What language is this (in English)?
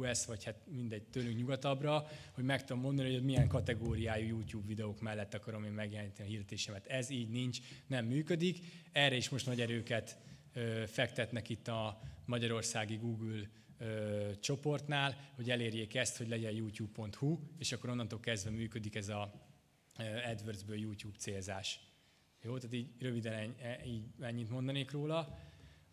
Hungarian